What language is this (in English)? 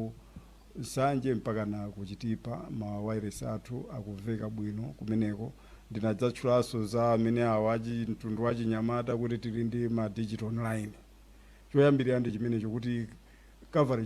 Nyanja